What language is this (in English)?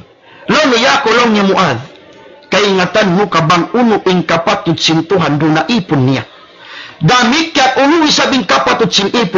Tausug